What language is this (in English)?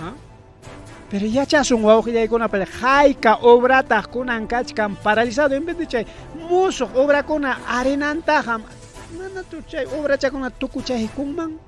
Ayacucho Quechua